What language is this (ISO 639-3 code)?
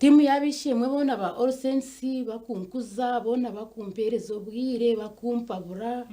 nyn